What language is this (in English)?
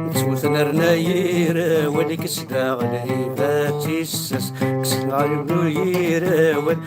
Kabyle